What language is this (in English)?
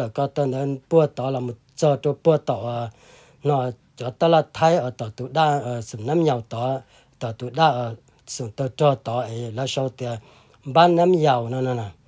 Hmong